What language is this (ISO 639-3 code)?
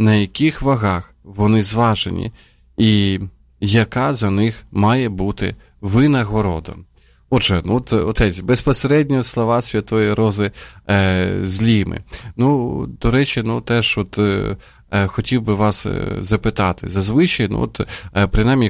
ukr